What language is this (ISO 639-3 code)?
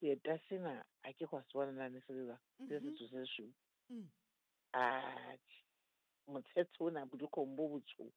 sot